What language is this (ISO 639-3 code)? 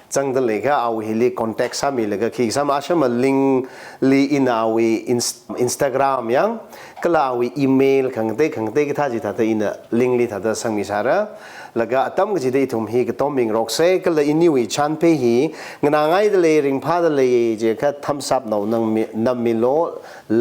nmf